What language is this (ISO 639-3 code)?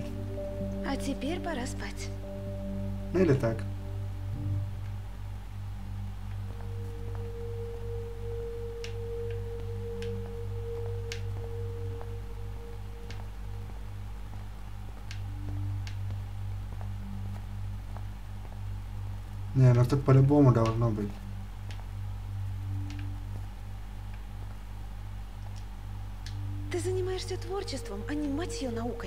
rus